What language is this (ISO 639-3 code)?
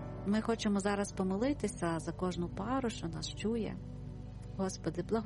ukr